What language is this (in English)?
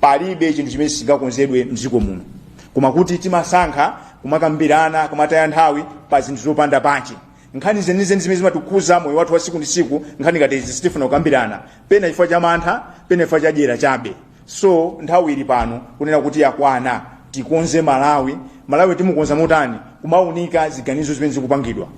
Nyanja